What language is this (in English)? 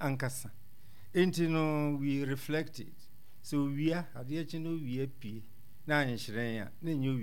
Akan